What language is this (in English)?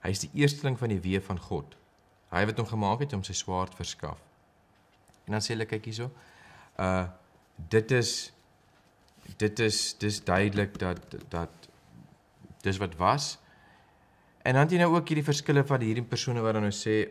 Afrikaans